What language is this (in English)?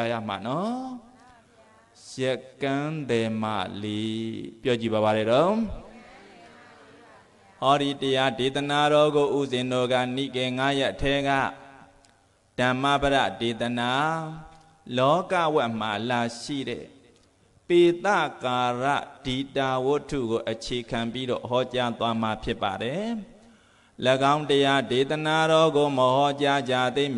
Burmese